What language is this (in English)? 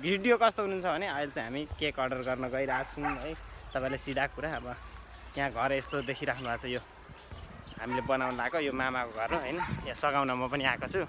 Nepali